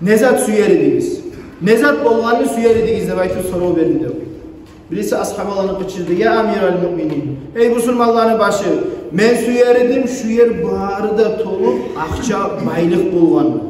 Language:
Kumyk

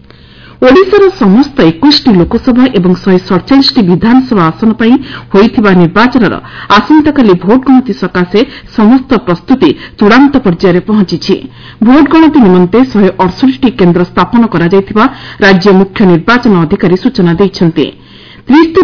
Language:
Odia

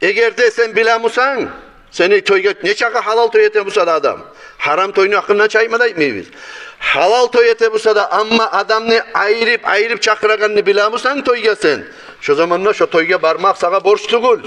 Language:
Kumyk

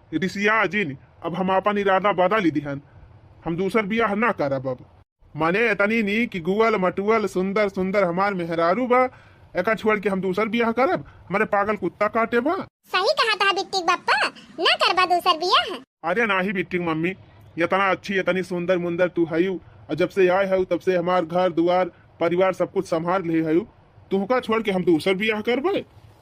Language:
Awadhi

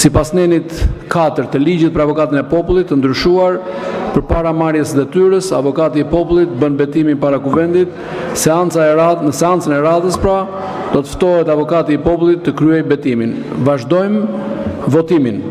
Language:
Albanian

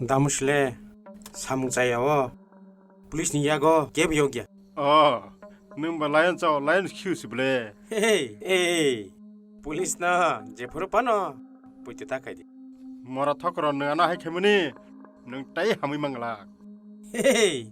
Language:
Kok Borok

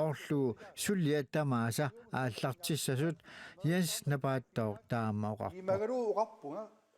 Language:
Kalaallisut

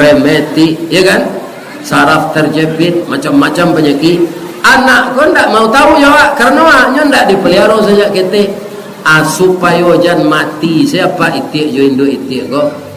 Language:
Minangkabau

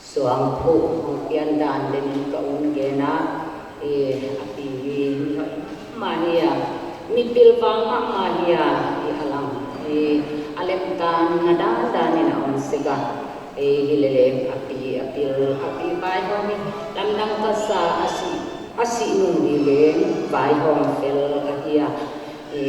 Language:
Paite Chin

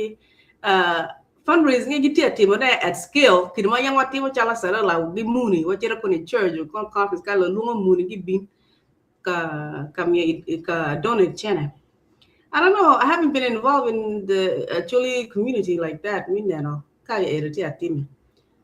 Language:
Acoli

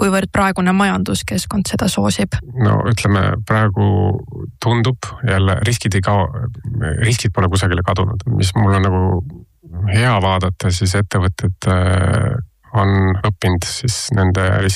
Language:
Estonian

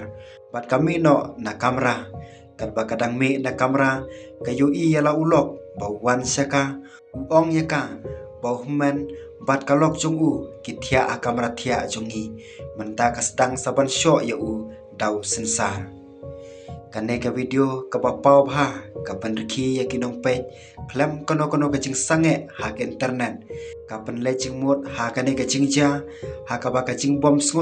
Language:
Khasi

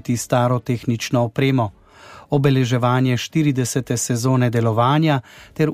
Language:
Slovenian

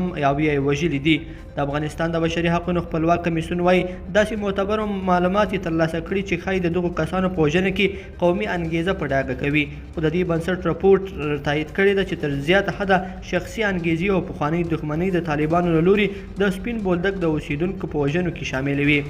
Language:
Pashto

